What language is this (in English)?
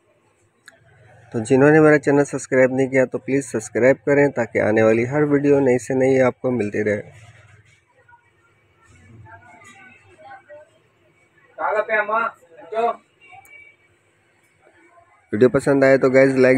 Hindi